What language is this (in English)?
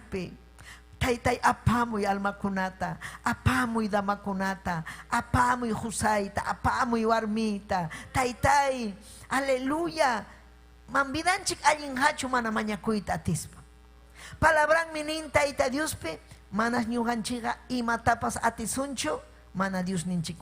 Ayacucho Quechua